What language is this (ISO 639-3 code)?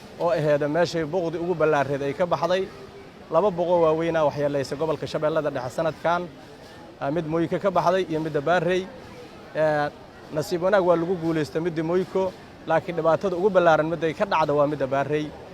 som